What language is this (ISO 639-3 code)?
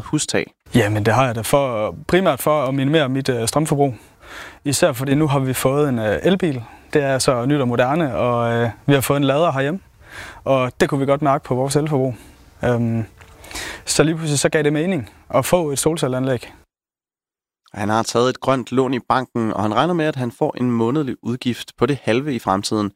dan